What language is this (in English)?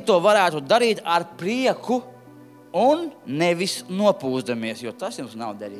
Latvian